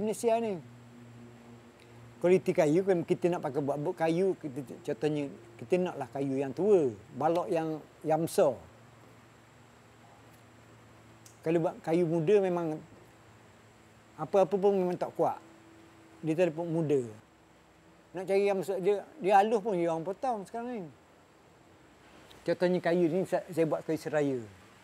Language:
Malay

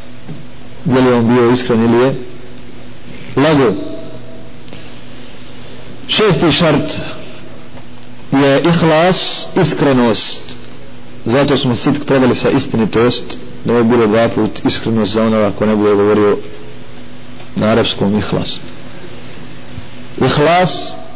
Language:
Bosnian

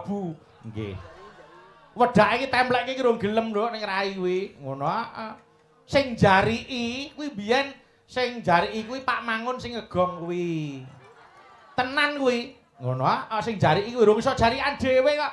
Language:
Javanese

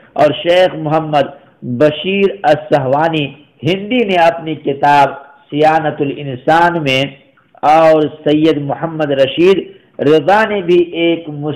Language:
Urdu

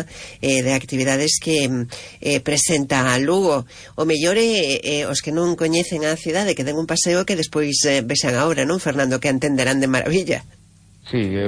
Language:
Galician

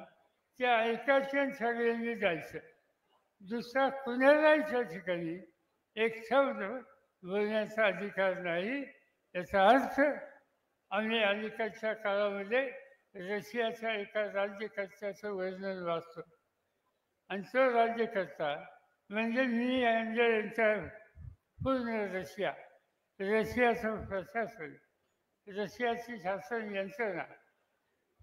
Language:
Marathi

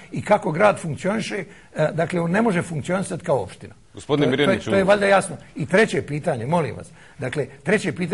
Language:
Bosnian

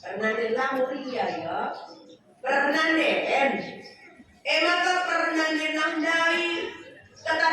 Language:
Batak Karo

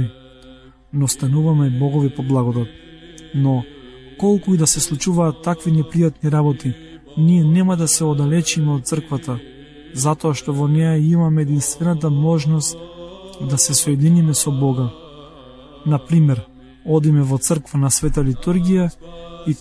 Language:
Macedonian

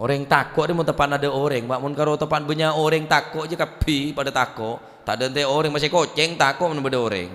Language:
Madurese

